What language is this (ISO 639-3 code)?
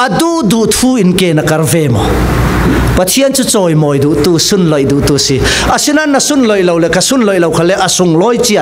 cfm